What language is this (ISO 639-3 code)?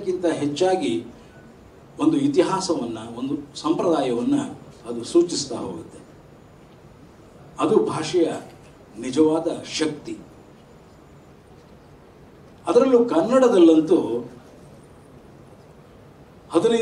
kan